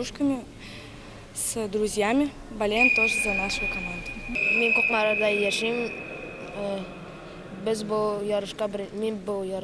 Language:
Tatar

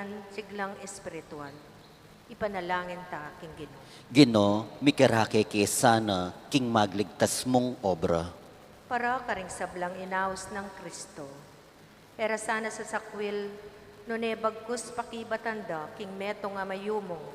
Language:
Pampanga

